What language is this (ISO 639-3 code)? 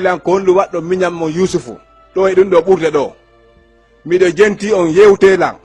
ful